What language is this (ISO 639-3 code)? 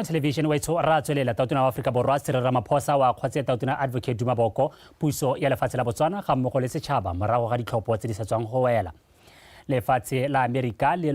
tsn